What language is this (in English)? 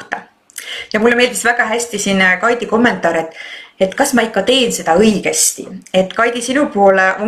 Estonian